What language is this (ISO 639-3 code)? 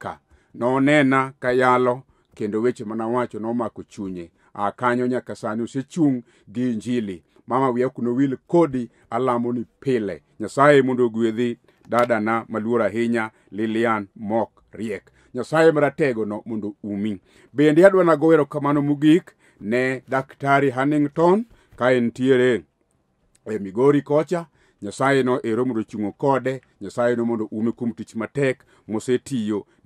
luo